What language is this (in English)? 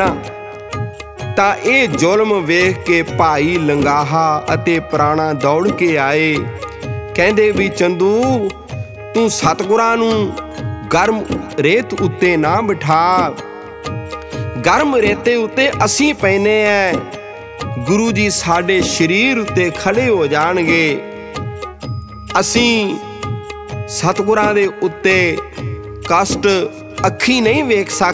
Punjabi